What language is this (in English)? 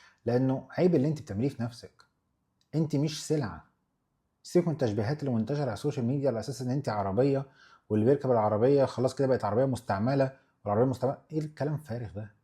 Egyptian Arabic